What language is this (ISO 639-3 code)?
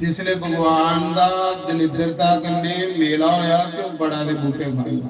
doi